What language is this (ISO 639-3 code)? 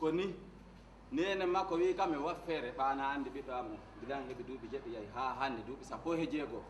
ful